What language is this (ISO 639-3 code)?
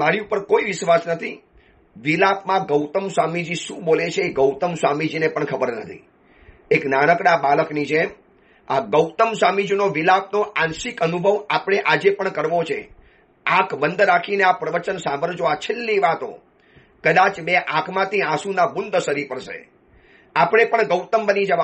guj